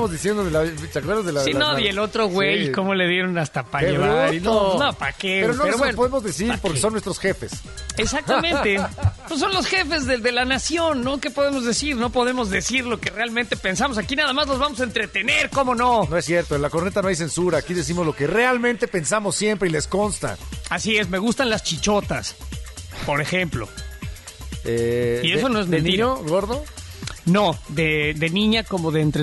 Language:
Spanish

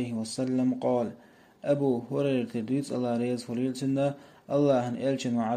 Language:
Chechen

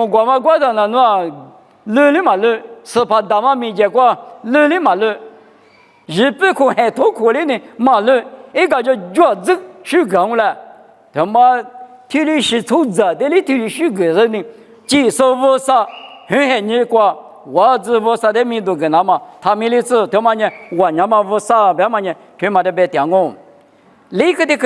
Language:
Lisu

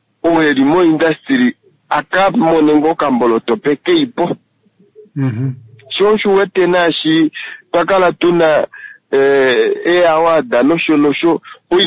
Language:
Kuanyama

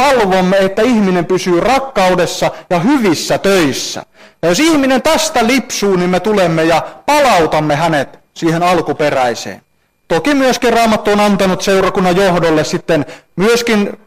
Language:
Finnish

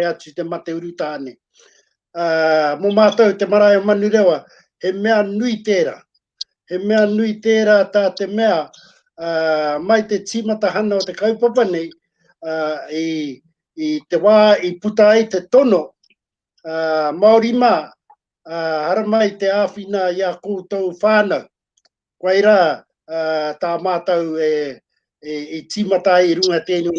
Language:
Māori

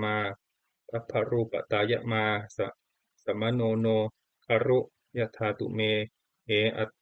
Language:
Pali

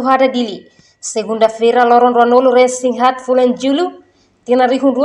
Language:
Tetum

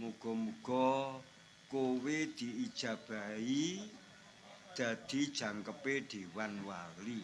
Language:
Javanese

